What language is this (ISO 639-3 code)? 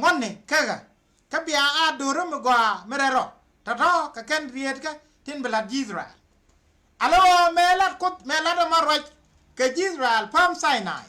nus